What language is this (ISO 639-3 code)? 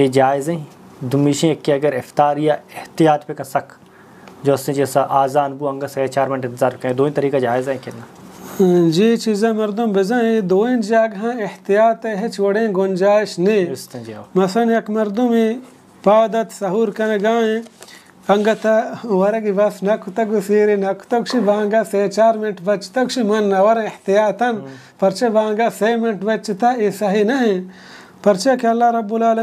bal